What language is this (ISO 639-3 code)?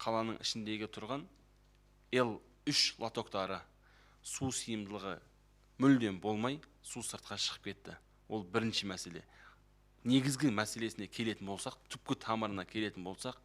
kaz